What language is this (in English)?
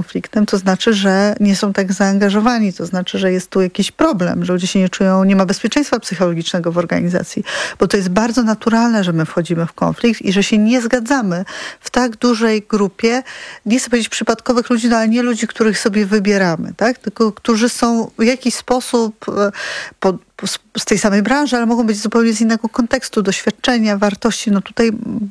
Polish